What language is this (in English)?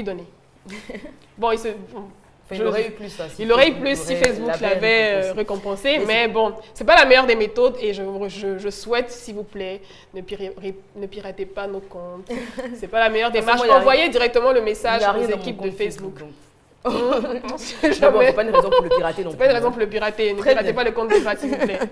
French